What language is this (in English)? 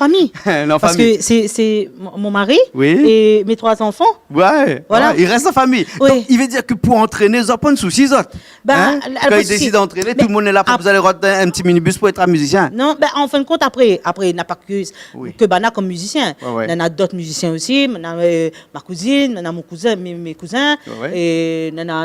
Réunion Creole French